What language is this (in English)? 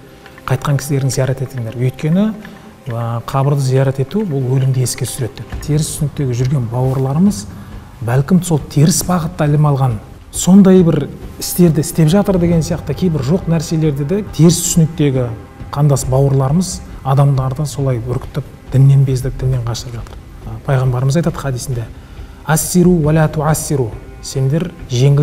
Kazakh